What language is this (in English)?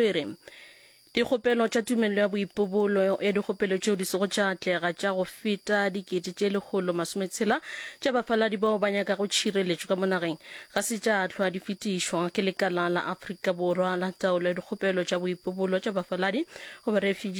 Northern Sotho